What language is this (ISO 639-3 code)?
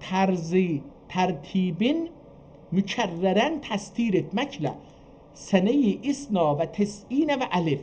azb